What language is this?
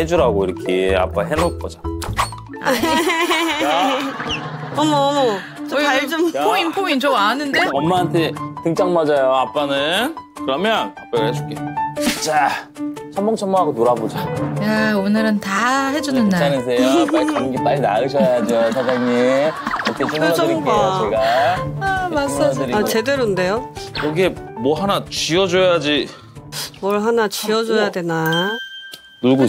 Korean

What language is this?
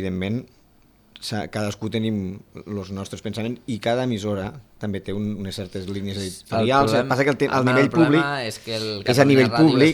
Catalan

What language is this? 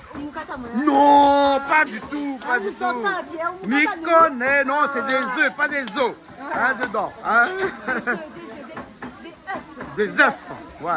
Réunion Creole French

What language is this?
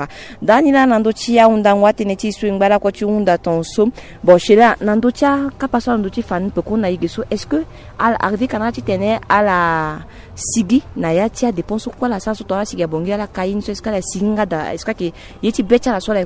Sango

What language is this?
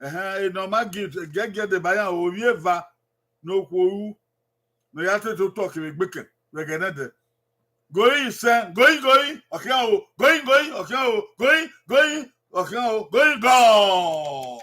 Bini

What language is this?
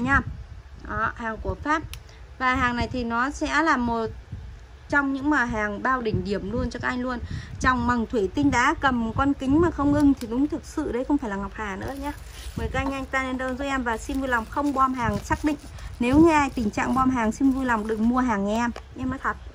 Vietnamese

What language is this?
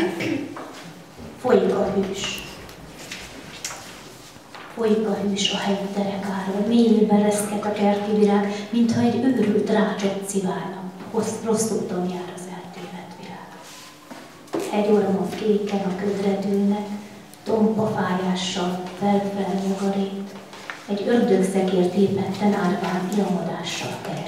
Hungarian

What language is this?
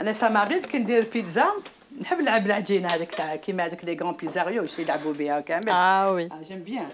Algerian Arabic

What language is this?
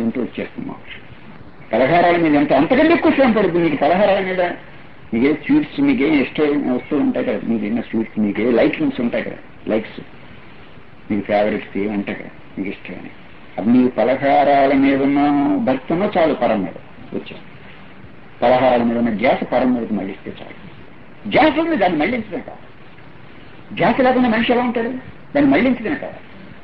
Telugu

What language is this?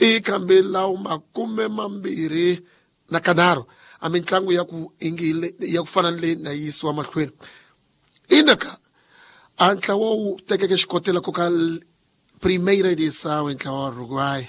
Tsonga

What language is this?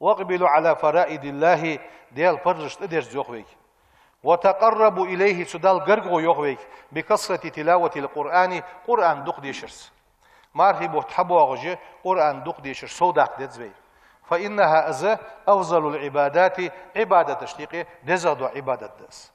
Ingush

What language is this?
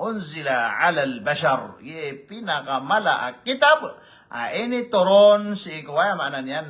Maranao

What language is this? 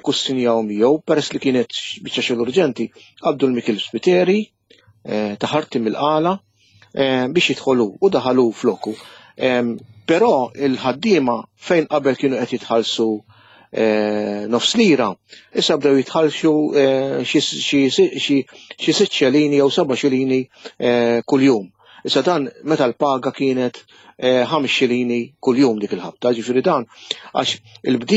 Maltese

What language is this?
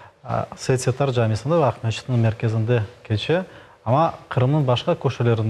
Crimean Tatar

